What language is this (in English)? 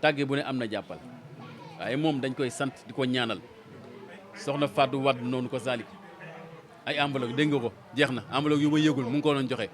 Wolof